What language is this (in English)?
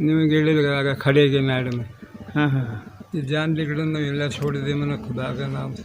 Haryanvi